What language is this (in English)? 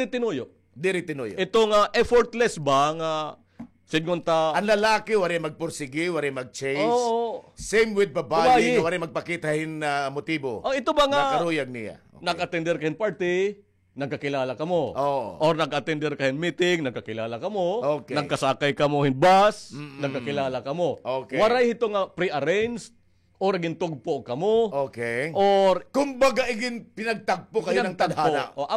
Waray